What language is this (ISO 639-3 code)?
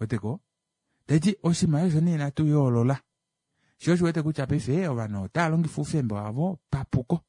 kua